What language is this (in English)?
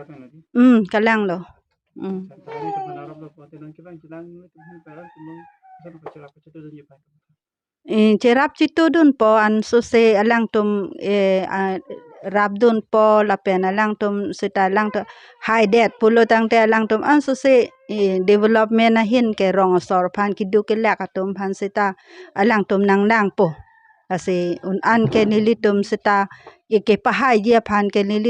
Karbi